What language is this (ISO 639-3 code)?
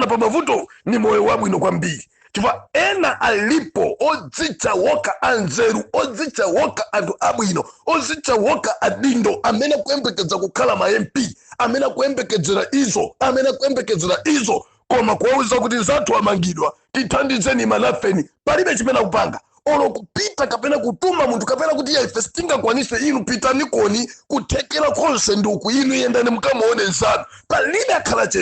nya